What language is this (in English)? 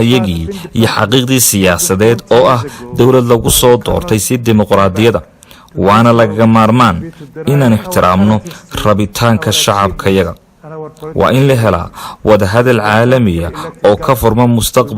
Somali